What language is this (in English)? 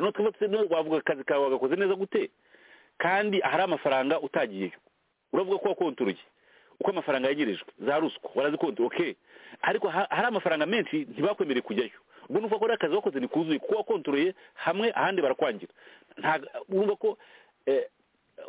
Kinyarwanda